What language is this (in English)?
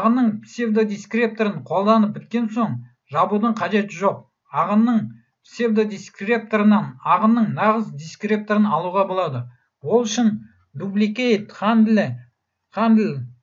Kazakh